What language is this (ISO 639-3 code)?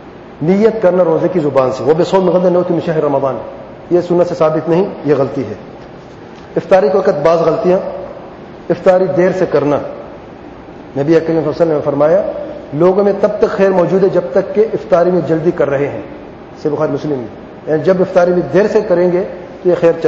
urd